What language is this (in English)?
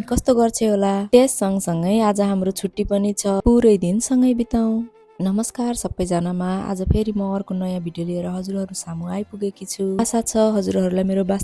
Nepali